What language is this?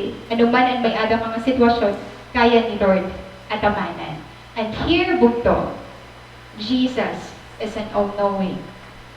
Waray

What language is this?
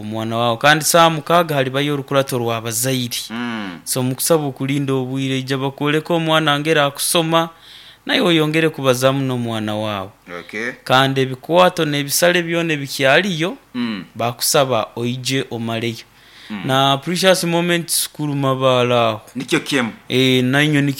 Nyoro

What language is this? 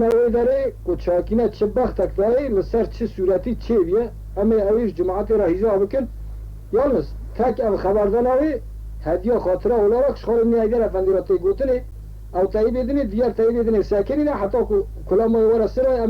Kurdish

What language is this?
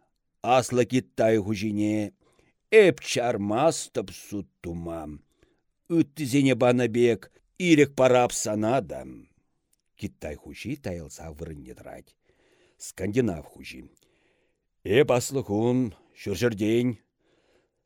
Chuvash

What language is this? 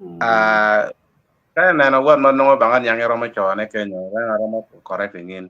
Acoli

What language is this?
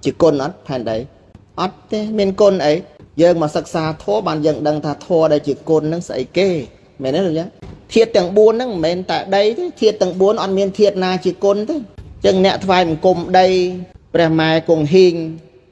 Khmer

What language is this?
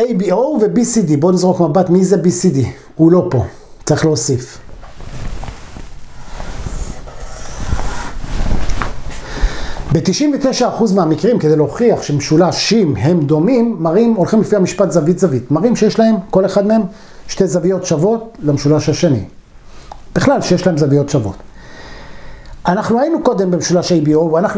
Hebrew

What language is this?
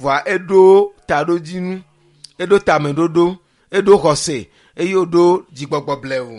Ewe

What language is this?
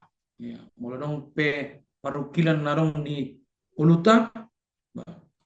Batak Toba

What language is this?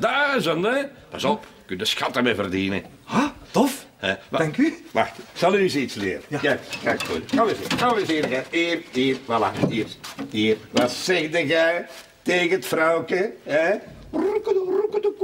Dutch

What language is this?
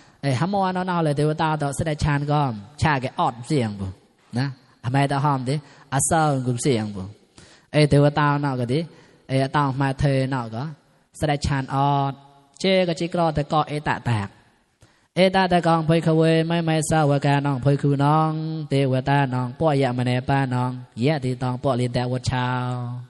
Mon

